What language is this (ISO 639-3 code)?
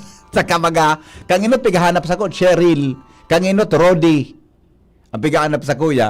bik